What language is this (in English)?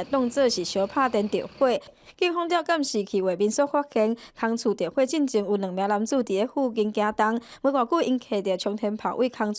Min Nan Chinese